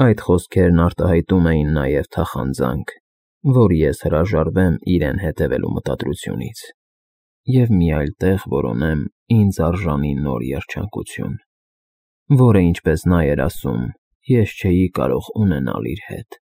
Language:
Armenian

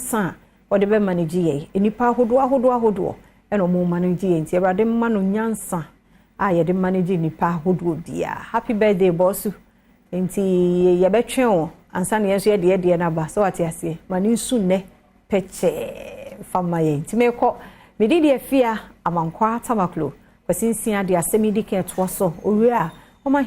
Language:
Akan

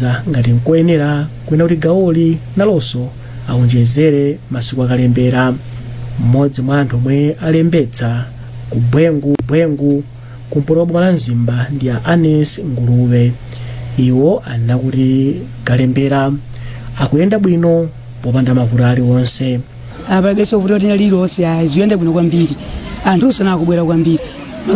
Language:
Nyanja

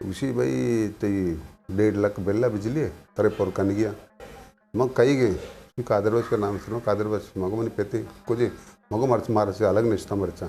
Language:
Eastern Balochi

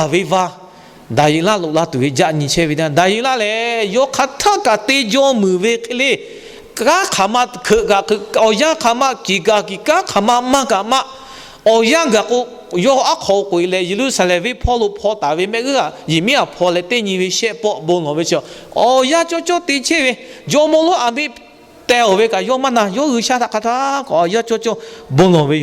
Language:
Lahu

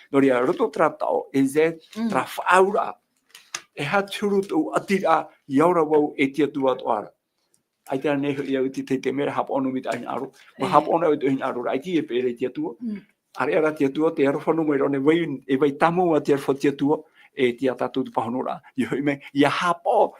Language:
Tahitian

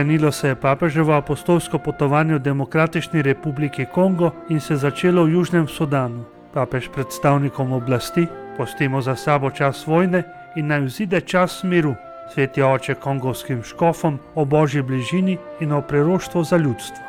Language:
Slovenian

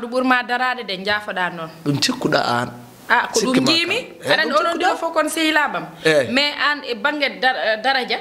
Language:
Fula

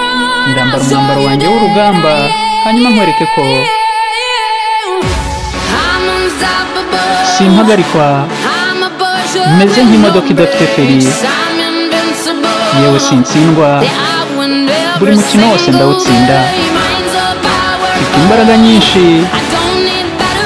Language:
Kinyarwanda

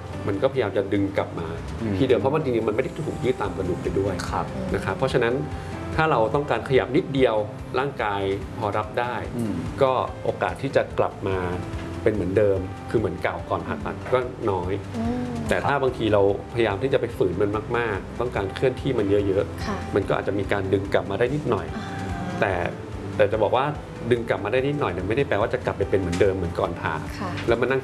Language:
Thai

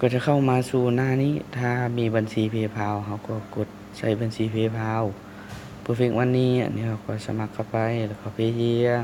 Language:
Lao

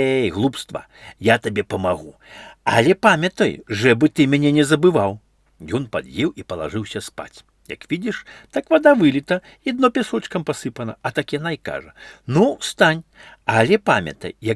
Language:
Belarusian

